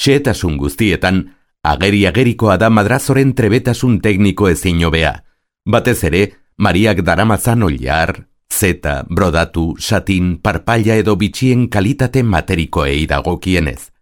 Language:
Basque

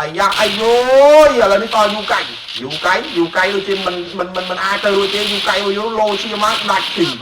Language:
Khmer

